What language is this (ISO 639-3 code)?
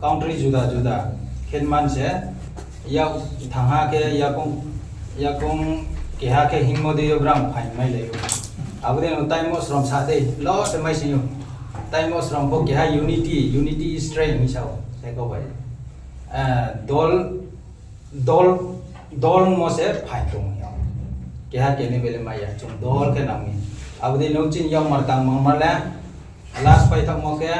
ria